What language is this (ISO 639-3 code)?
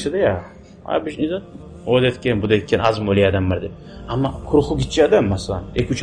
kum